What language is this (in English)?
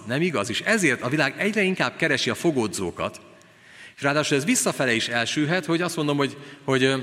Hungarian